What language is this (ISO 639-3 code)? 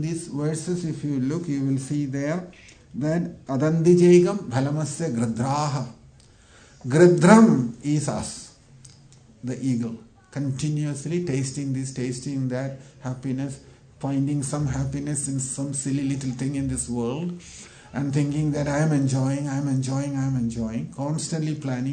eng